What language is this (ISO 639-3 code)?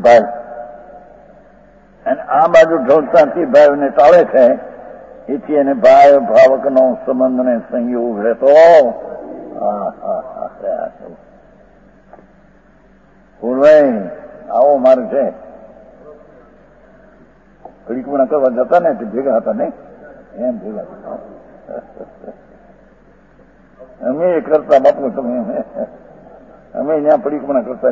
guj